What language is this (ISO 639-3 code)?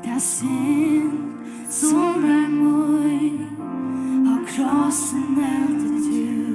fao